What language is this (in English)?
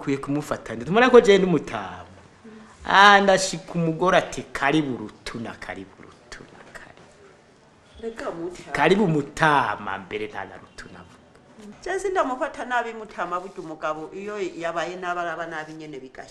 Rundi